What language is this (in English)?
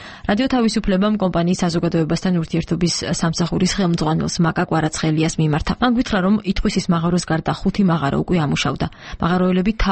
Georgian